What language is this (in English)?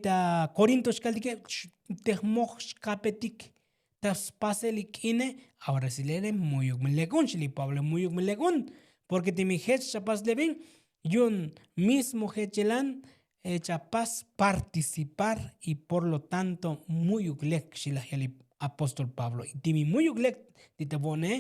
Tzotzil